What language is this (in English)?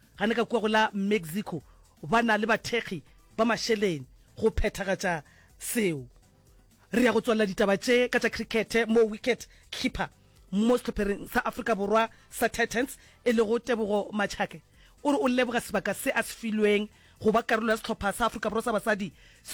Northern Sotho